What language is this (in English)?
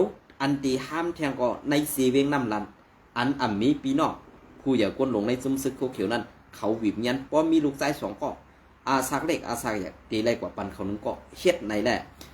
Shan